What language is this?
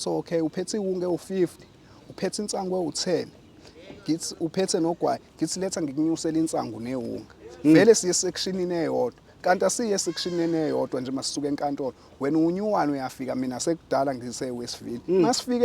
Zulu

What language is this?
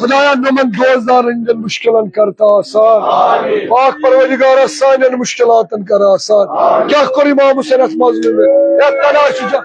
Kashmiri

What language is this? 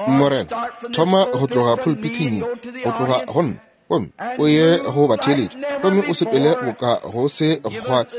Northern Sotho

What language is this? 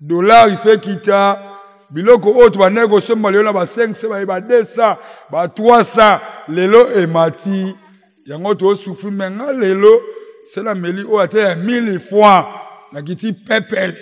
Lingala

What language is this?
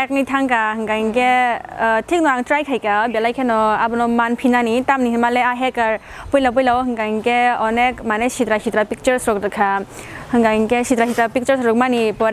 Kok Borok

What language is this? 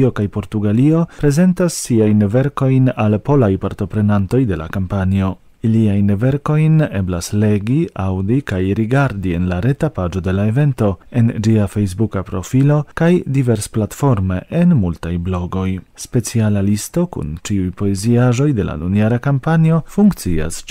Esperanto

